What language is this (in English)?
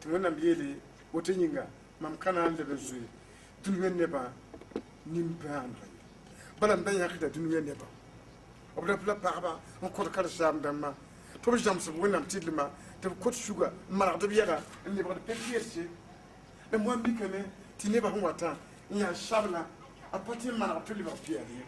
Mossi